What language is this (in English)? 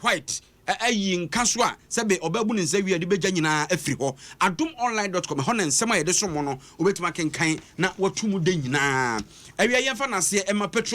Akan